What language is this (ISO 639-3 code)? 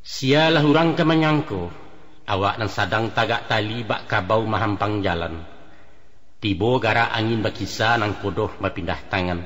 min